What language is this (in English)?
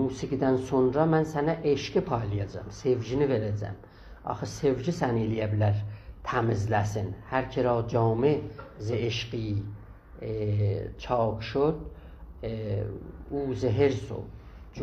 South Azerbaijani